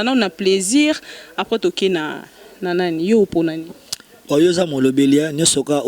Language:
Lingala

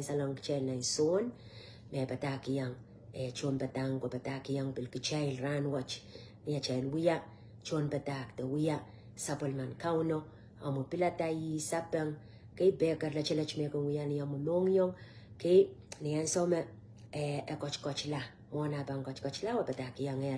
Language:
Pohnpeian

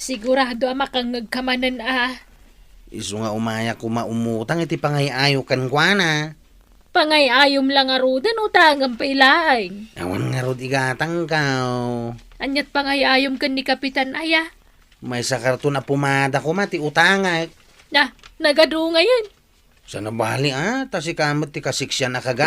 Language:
Iloko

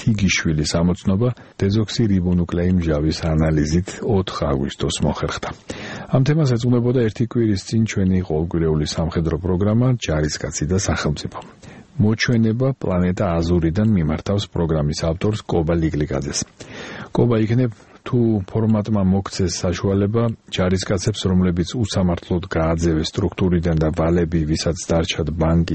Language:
Georgian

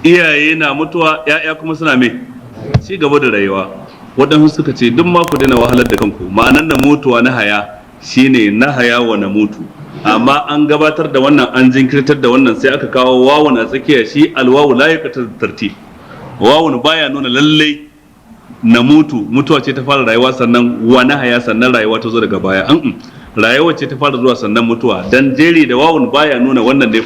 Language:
Hausa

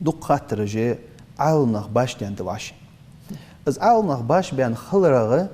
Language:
Ingush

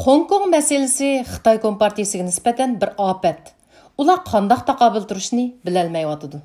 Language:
Uyghur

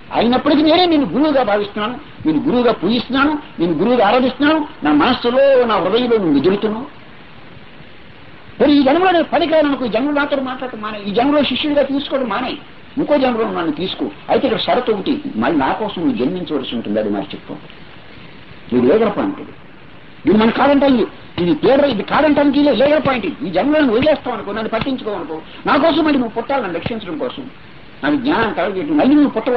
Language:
Telugu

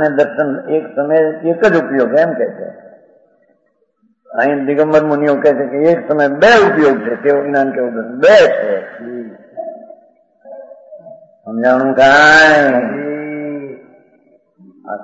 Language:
Gujarati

